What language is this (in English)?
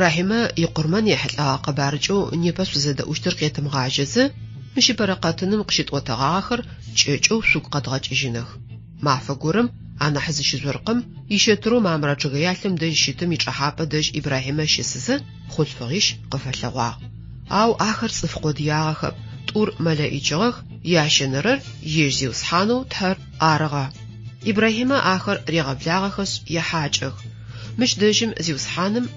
Adyghe